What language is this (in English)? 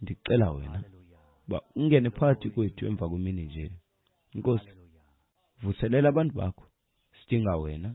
Xhosa